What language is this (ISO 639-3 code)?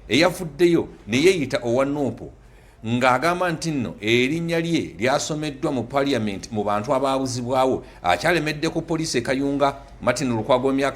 lug